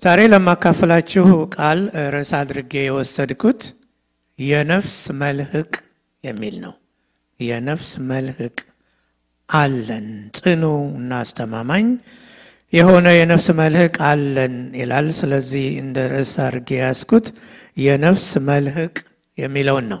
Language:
Amharic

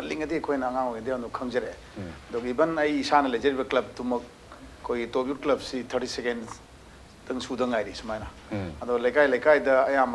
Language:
Manipuri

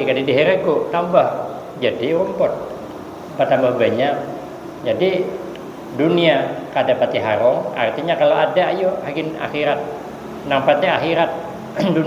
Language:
Banjar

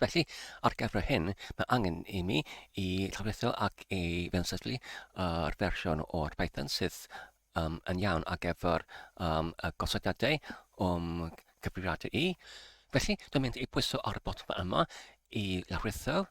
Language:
Welsh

